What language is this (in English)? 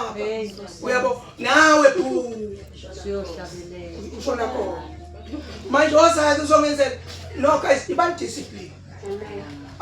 Zulu